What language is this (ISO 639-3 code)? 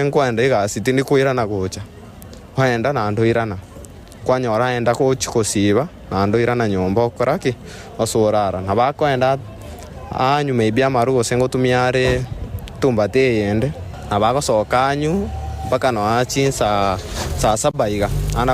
guz